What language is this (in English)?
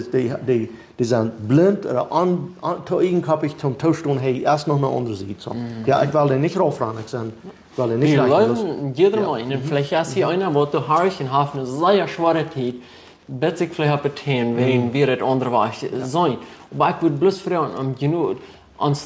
Plautdietsch